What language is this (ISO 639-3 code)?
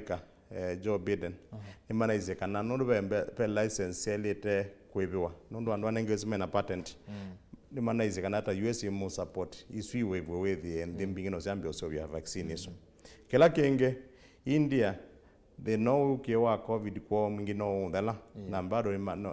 kam